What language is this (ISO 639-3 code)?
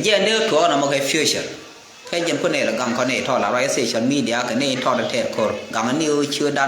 nus